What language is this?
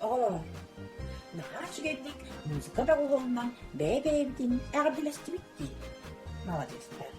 Yakut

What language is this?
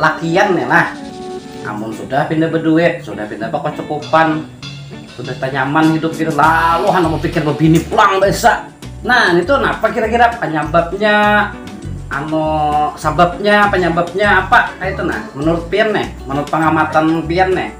Banjar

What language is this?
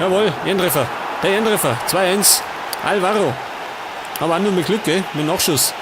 Bavarian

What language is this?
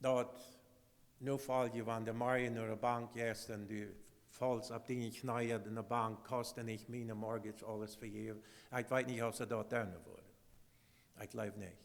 Plautdietsch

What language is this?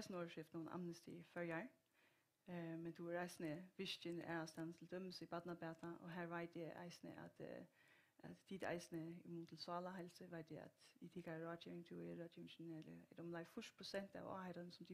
Faroese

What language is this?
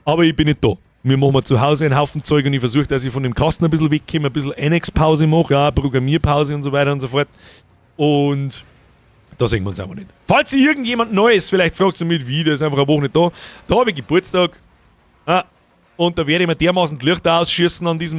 Bavarian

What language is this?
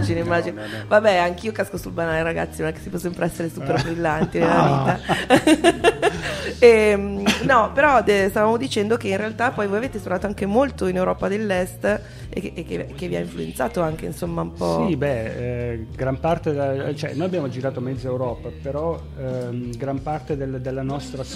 Italian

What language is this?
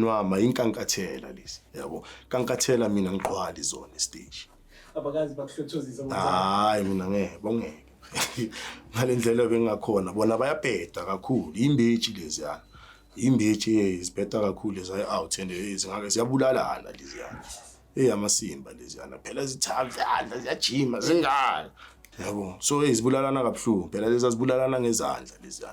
Zulu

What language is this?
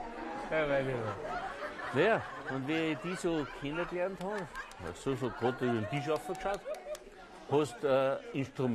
Bavarian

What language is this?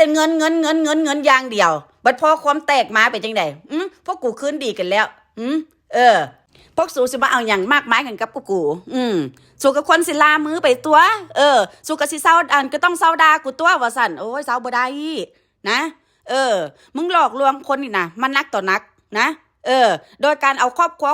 Northeastern Thai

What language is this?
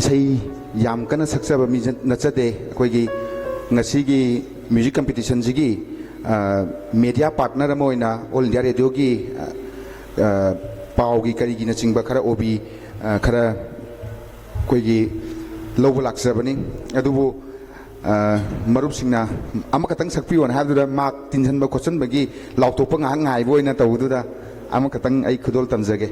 Manipuri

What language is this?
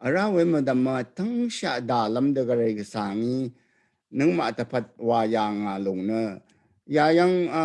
Rawang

